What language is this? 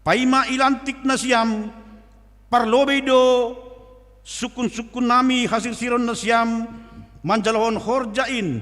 Batak Simalungun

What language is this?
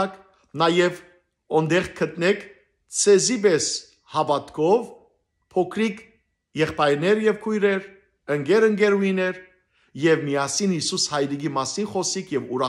Western Armenian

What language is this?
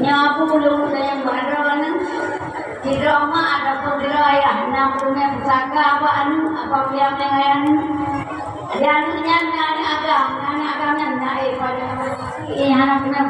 Achinese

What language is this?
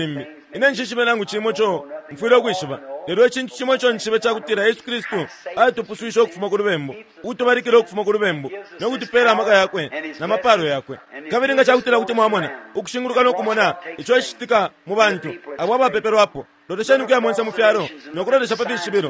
Bemba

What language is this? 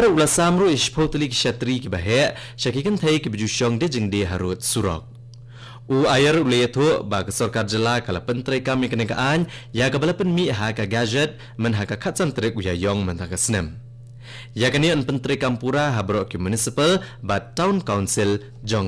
Khasi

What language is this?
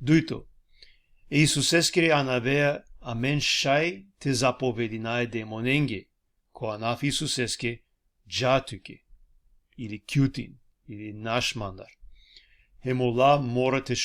Balkan Romani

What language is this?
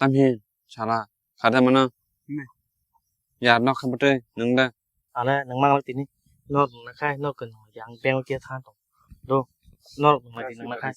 Kok Borok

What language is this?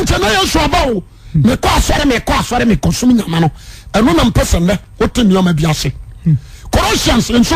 Akan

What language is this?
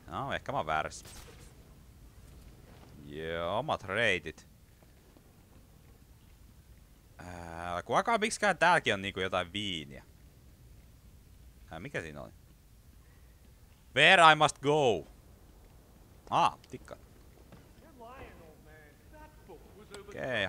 Finnish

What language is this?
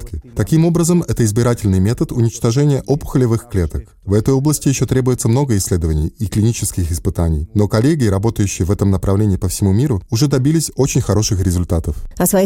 Russian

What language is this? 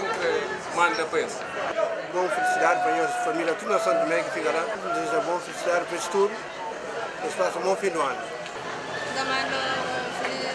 Kabuverdianu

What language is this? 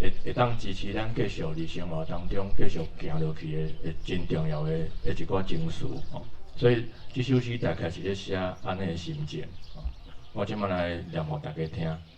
Min Nan Chinese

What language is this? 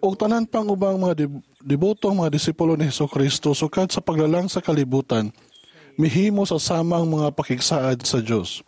Cebuano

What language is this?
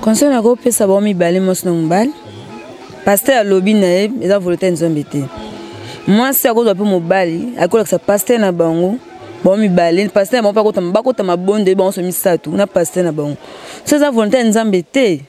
Lingala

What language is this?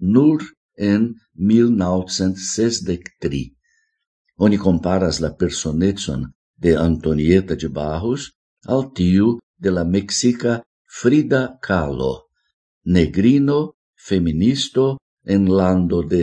Esperanto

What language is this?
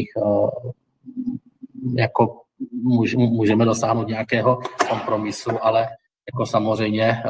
Czech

